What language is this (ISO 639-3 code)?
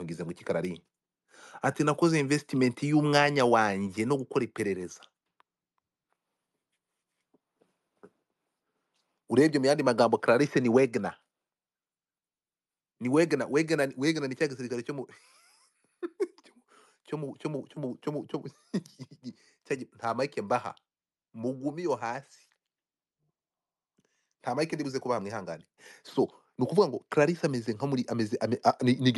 kin